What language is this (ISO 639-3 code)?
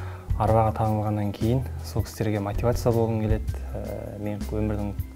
kaz